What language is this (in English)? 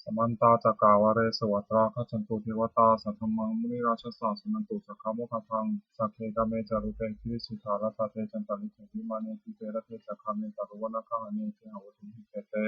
Pali